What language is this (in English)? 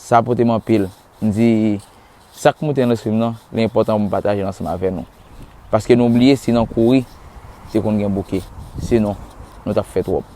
Haitian Creole